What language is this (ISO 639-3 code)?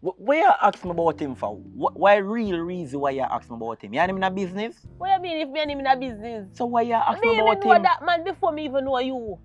jam